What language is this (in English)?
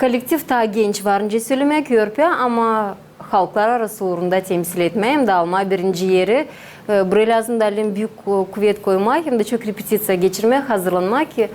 Gagauz